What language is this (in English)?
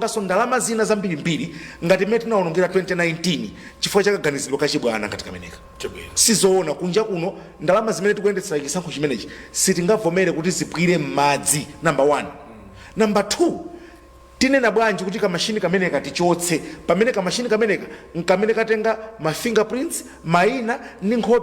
Nyanja